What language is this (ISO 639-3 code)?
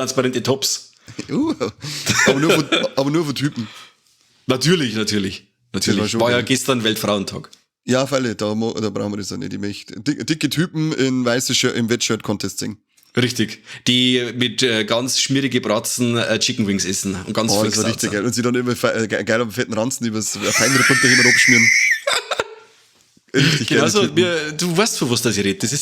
bar